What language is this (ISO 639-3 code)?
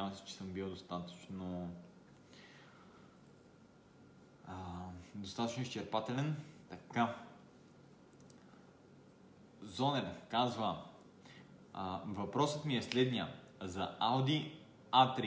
bul